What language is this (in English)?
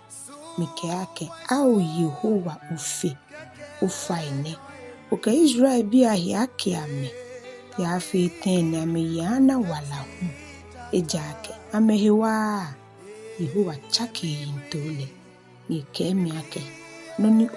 Ga